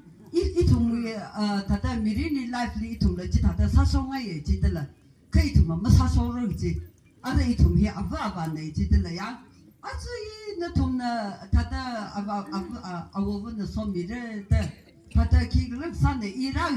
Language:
Tangkhul Naga (India)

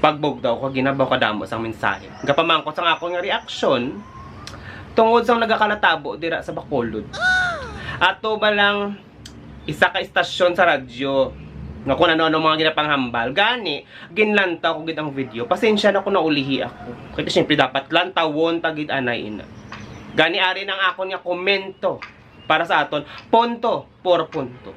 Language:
Hiligaynon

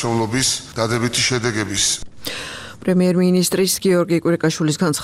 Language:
Georgian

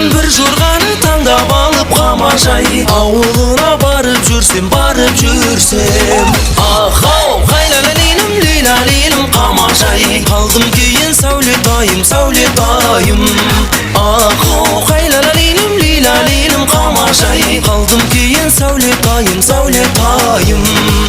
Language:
Kara-Kalpak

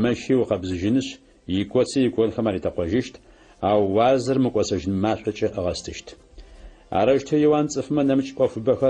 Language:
Adyghe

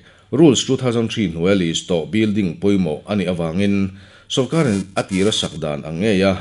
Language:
Mizo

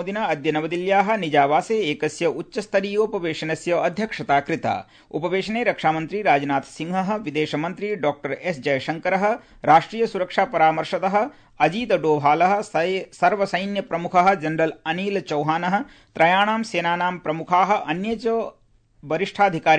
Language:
Sanskrit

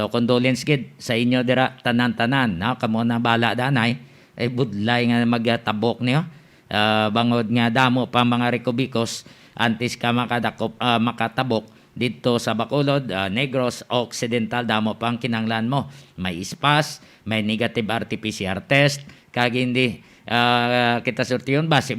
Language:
Hiligaynon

